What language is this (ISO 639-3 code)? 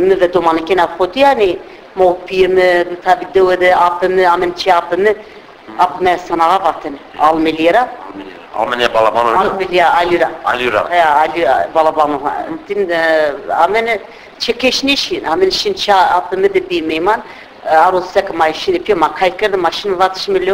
zza